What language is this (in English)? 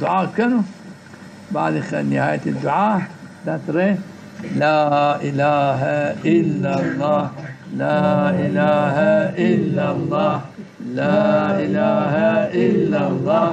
Zaza